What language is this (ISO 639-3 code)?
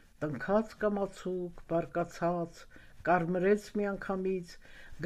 hye